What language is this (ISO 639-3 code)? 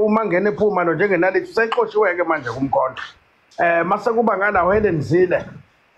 zul